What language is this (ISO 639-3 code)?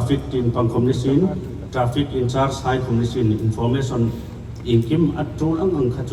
hmr